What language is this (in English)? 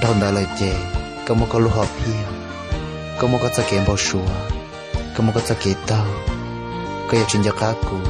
Hmong